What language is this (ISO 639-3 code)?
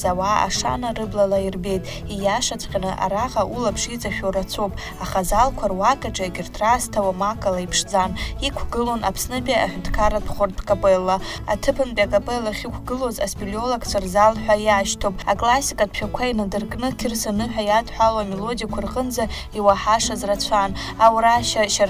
abk